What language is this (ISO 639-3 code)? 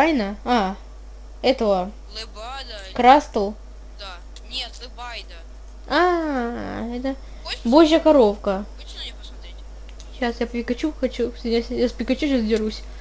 rus